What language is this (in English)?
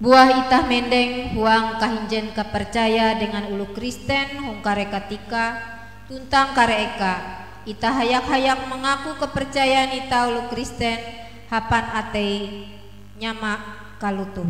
Ngaju